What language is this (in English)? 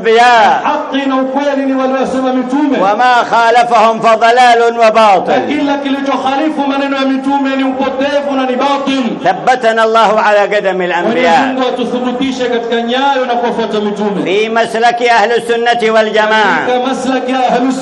Swahili